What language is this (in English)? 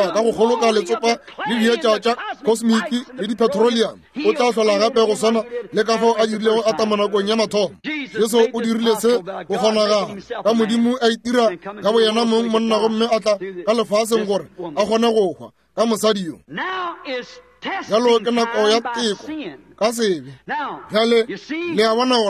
Northern Sotho